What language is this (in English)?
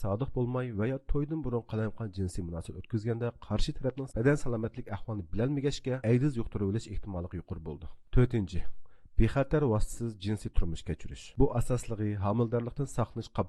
Uyghur